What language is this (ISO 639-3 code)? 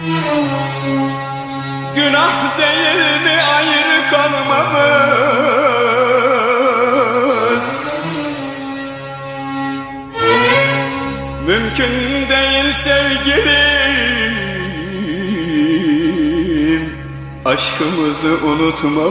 tur